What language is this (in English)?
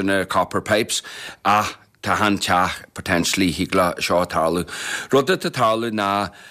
Irish